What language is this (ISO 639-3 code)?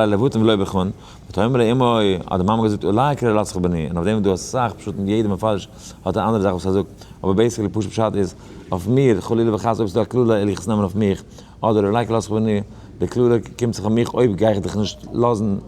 yid